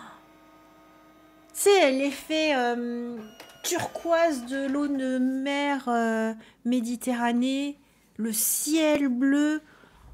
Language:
French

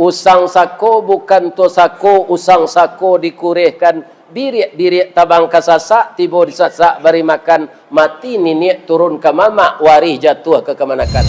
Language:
Minangkabau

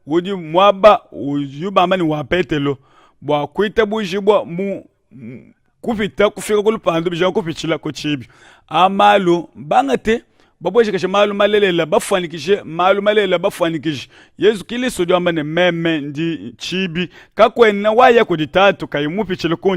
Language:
Luba-Lulua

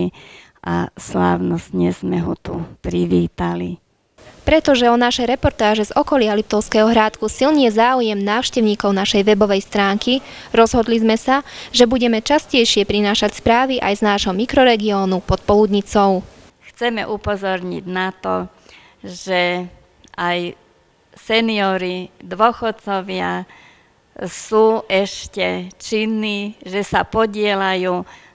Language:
Slovak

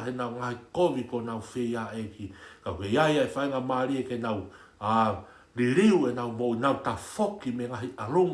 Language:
Tongan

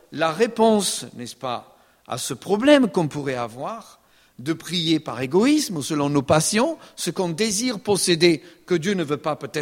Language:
French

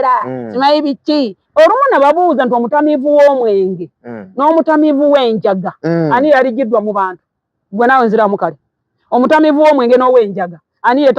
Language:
Ganda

